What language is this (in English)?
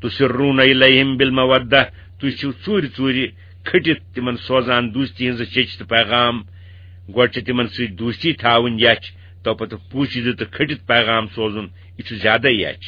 Kashmiri